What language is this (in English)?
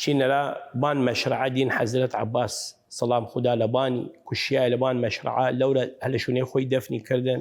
Southern Kurdish